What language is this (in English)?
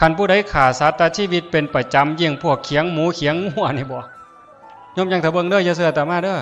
Northeastern Thai